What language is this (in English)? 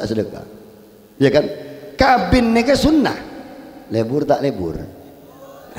Madurese